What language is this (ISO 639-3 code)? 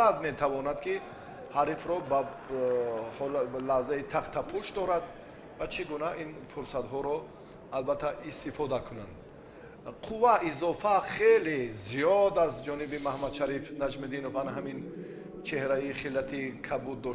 tgk